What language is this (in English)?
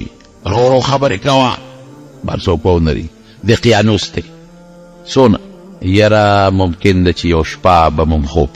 Pashto